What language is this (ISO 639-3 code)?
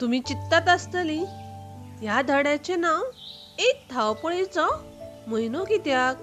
kok